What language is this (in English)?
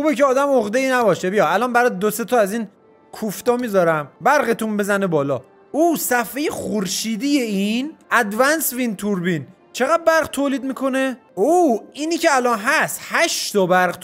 Persian